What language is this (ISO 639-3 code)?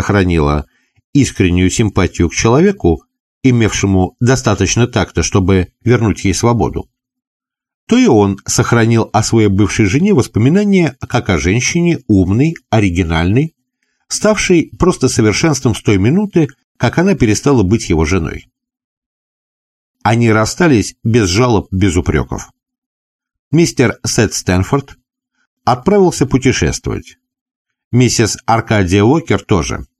rus